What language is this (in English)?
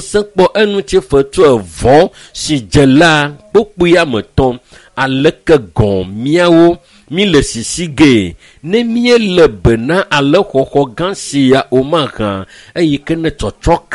Ewe